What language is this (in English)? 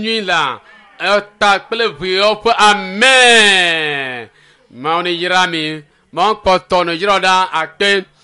Ewe